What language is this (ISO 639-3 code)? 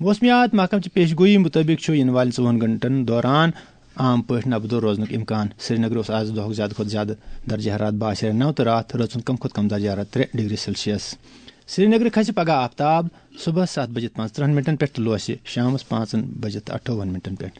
kas